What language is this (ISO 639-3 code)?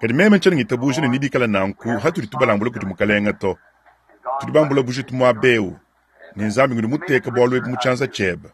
lua